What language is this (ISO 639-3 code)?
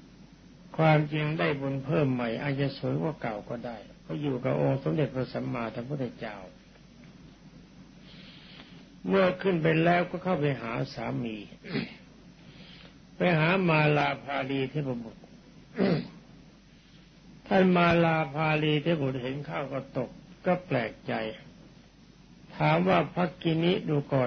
tha